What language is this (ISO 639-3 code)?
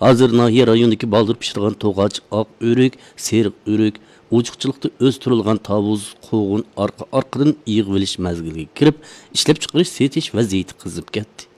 uig